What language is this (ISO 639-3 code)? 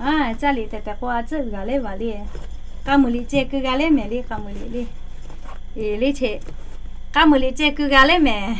lhu